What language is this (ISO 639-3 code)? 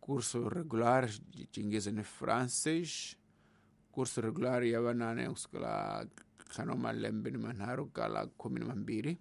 tso